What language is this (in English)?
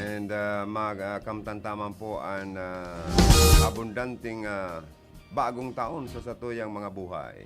Bikol